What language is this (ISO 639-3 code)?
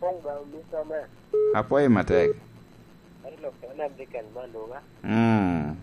laj